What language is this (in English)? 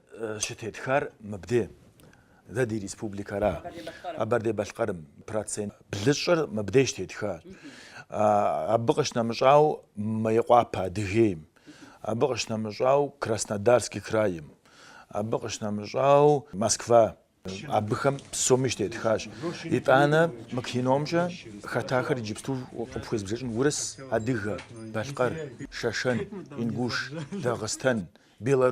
Kabardian